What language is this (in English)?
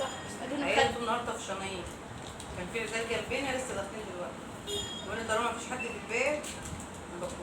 Egyptian Arabic